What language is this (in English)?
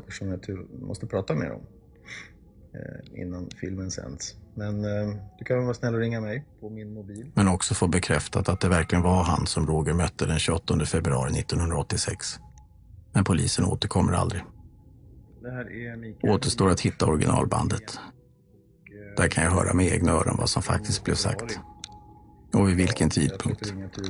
Swedish